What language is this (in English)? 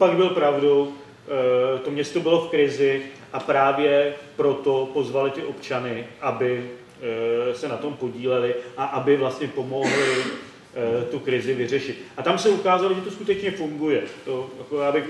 Czech